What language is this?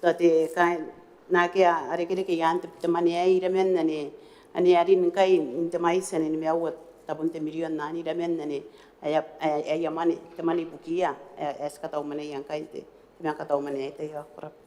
Gilbertese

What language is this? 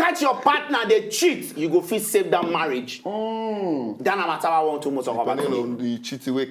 Nigerian Pidgin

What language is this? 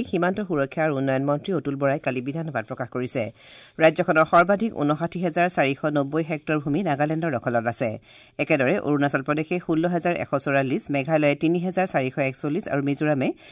Assamese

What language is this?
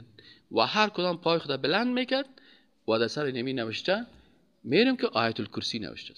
Persian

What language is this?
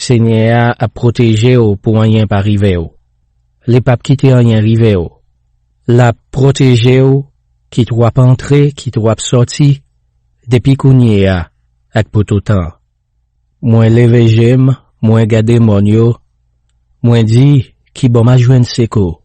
Haitian Creole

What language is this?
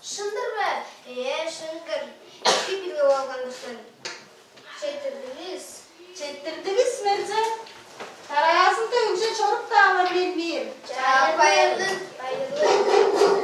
Tuvinian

